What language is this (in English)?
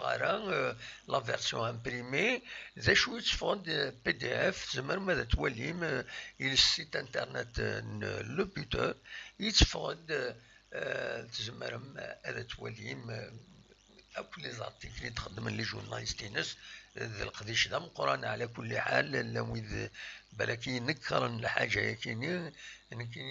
Kabyle